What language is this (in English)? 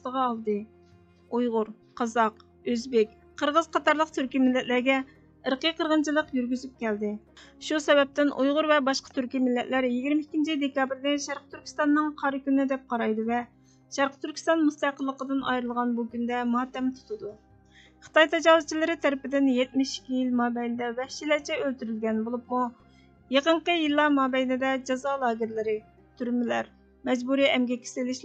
Uyghur